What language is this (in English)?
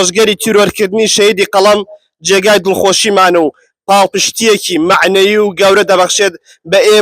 Central Kurdish